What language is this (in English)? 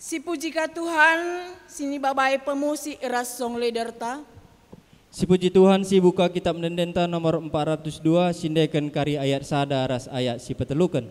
Batak Karo